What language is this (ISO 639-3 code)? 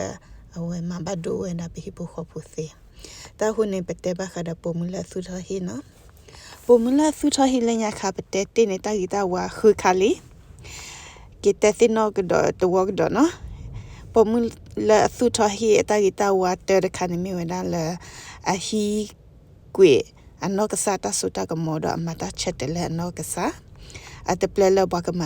ksw